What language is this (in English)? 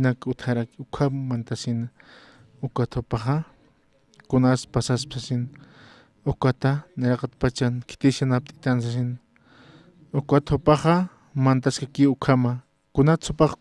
Aymara